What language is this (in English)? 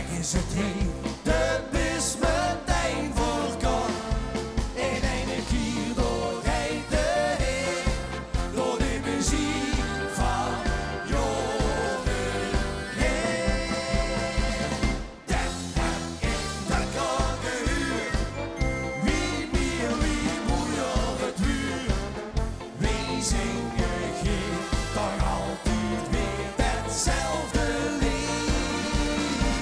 Limburgish